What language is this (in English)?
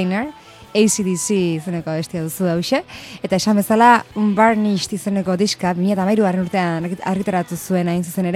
Basque